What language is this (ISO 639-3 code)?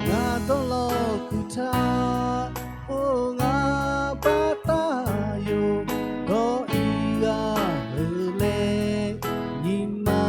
lhu